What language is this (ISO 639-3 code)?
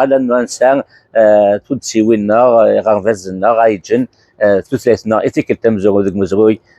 kab